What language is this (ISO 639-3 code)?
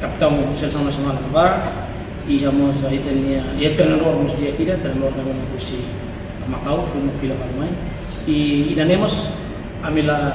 tet